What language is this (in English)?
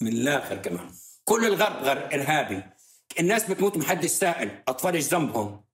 North Levantine Arabic